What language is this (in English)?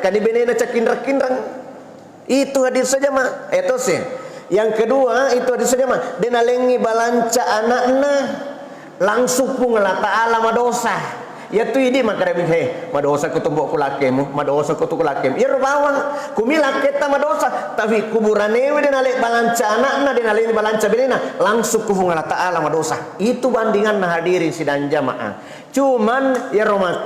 Buginese